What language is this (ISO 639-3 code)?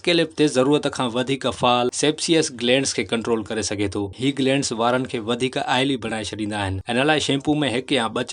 snd